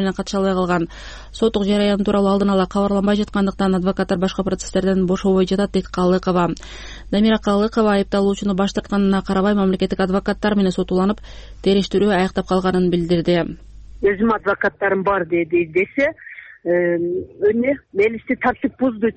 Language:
Kyrgyz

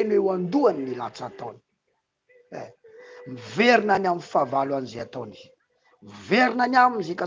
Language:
Malagasy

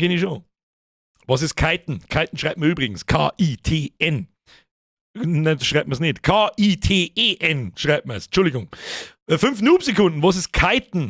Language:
Bavarian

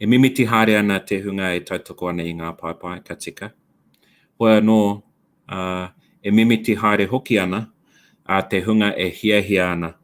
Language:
Māori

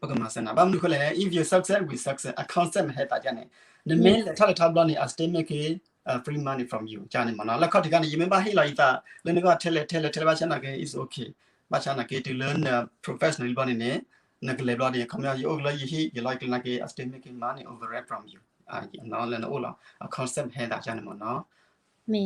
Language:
S'gaw Karen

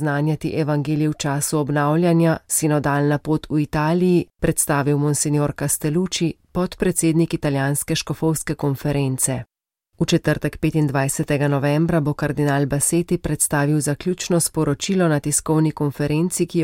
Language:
Slovenian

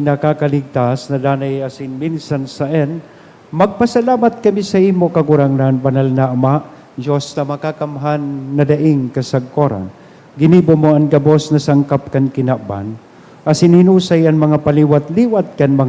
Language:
Bikol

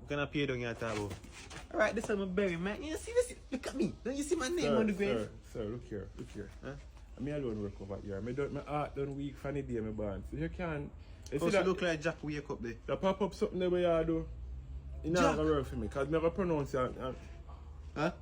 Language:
Jamaican Creole English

